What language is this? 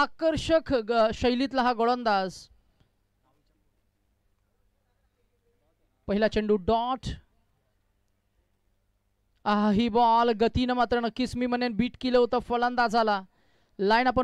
Marathi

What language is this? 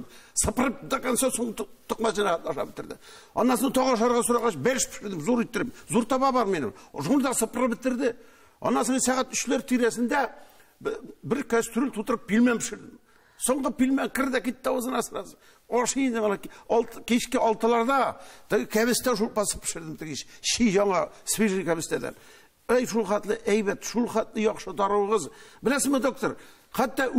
Tatar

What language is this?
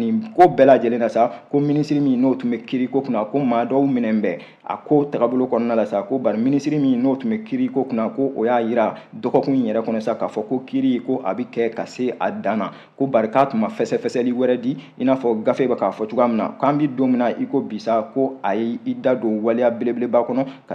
Bambara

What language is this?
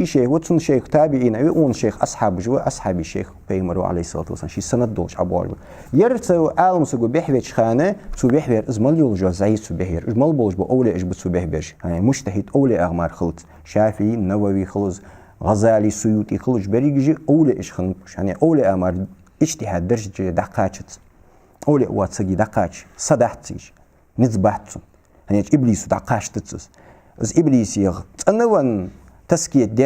Ingush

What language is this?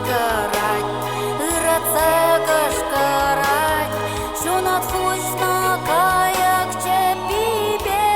Chuvash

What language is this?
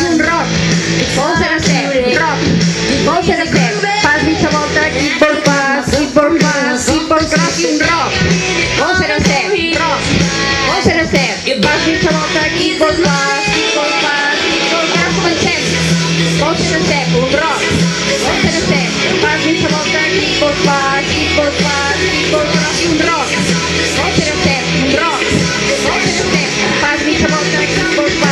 Catalan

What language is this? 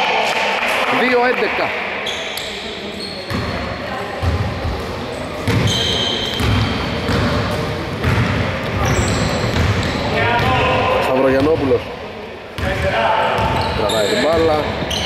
Greek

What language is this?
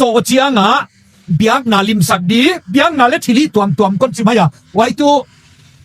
Tedim Chin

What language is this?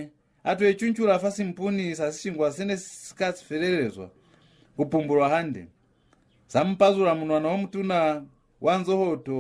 Lozi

